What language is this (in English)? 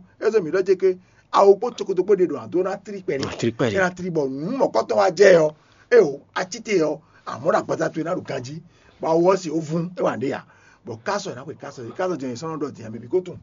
Fon